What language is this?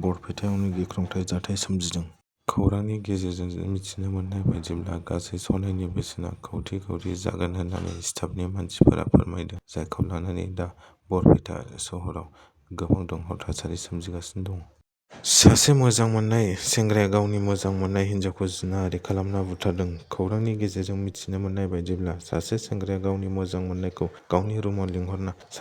Bodo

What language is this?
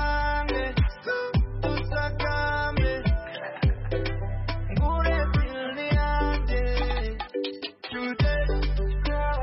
Kinyarwanda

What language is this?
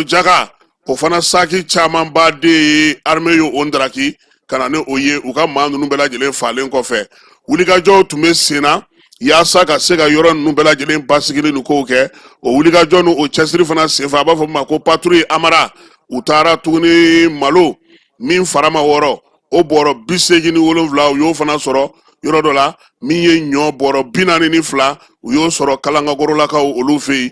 Bambara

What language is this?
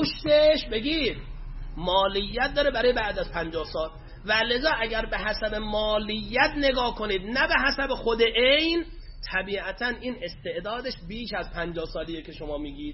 Persian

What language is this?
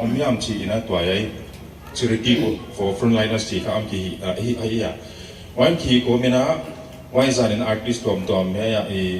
Paite Chin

